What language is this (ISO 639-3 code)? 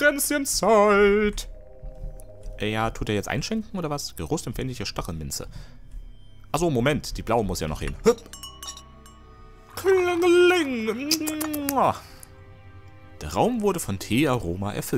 deu